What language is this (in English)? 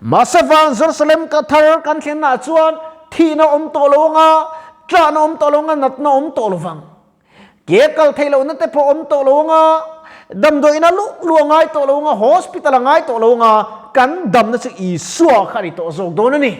Mizo